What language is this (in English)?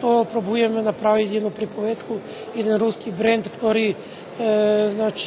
Rusyn